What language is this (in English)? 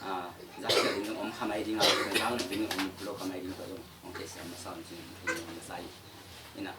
Tedim Chin